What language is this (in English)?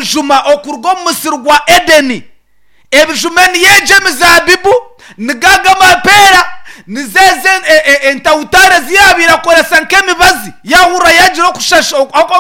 Nyankole